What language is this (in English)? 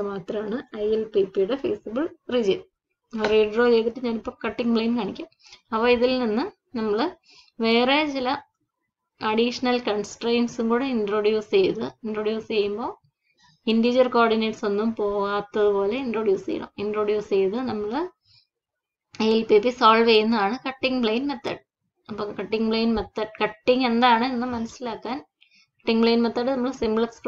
Malayalam